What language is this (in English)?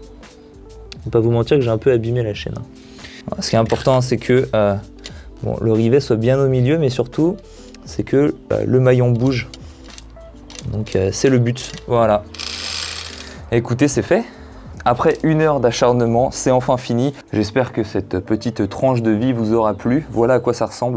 French